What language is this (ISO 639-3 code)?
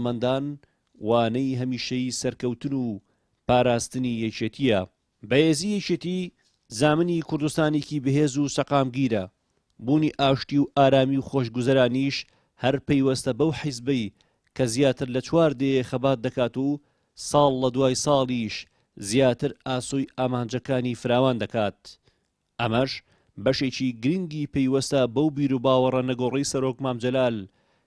ckb